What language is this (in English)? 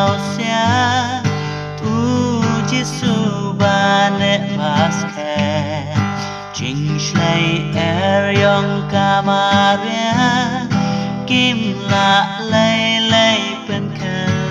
Khasi